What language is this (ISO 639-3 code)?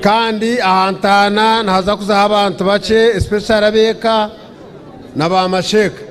nyn